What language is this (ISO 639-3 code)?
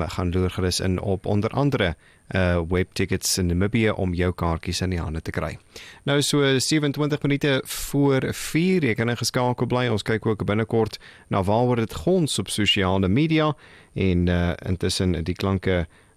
afr